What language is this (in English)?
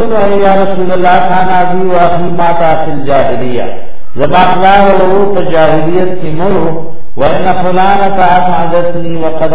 Urdu